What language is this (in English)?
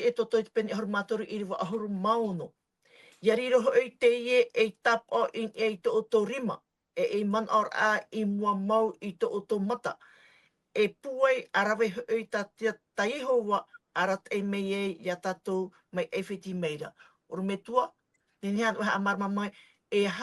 Tahitian